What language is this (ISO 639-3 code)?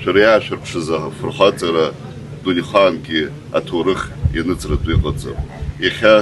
abk